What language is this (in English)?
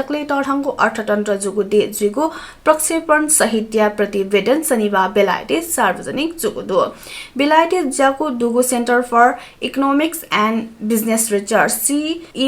Newari